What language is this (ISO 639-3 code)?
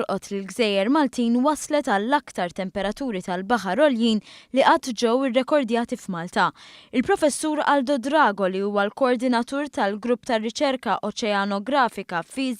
mlt